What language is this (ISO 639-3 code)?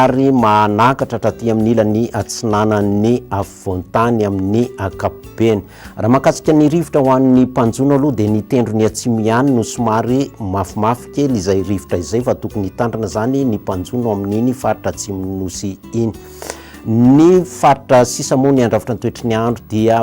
mlg